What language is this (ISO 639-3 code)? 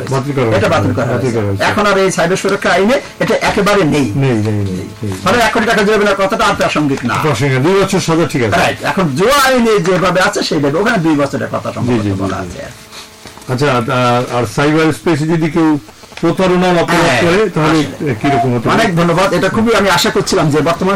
ben